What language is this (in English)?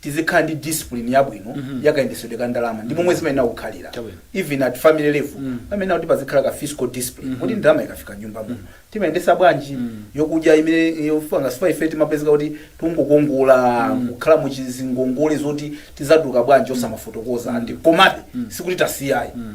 Nyanja